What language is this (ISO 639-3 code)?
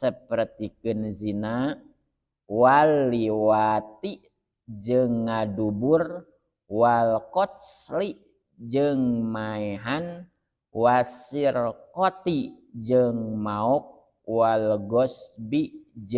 sun